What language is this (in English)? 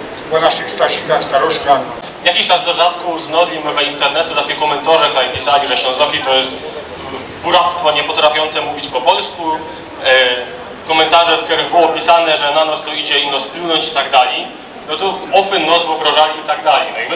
Silesian